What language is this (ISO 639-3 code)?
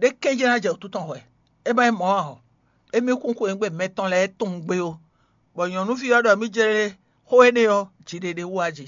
fon